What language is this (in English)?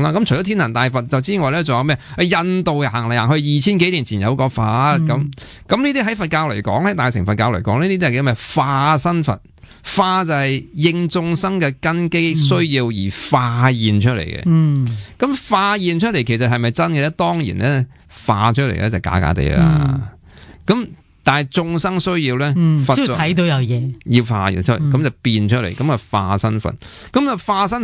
Cantonese